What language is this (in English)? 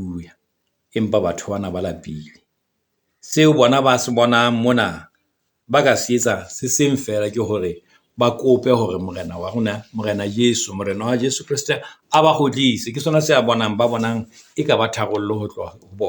Southern Sotho